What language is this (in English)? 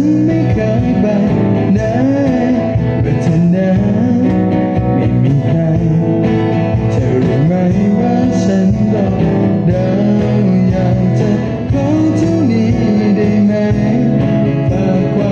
Thai